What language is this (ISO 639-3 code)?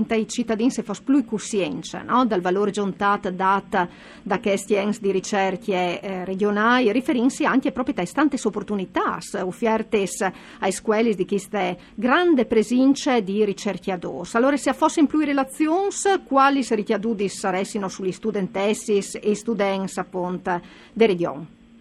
fur